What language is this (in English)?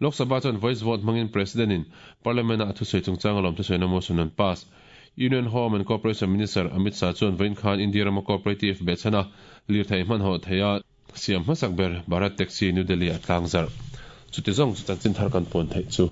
Mizo